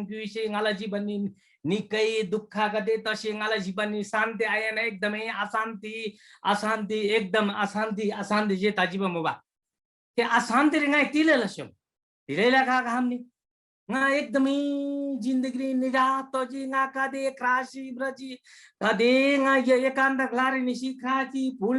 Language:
Eastern Tamang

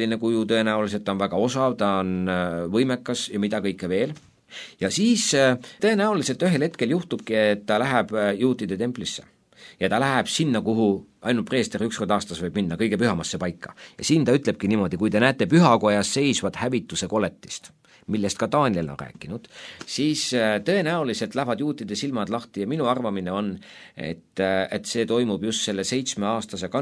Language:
Estonian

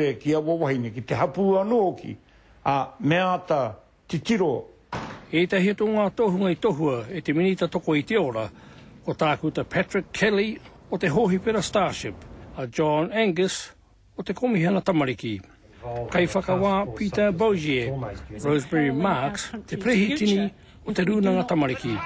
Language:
Māori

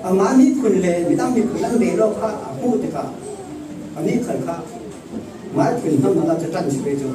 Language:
Falam Chin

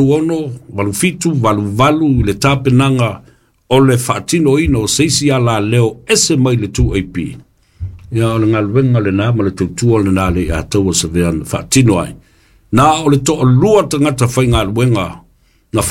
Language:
Samoan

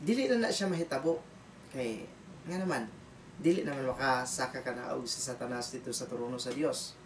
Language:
Cebuano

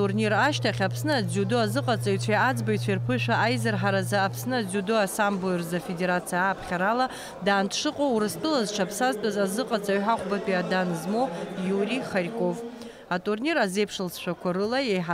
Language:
Abkhazian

